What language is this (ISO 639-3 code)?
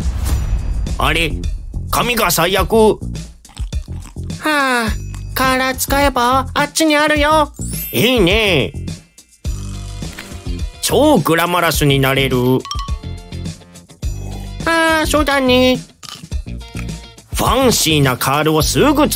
jpn